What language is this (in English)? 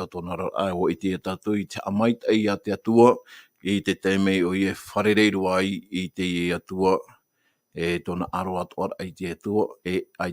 Tahitian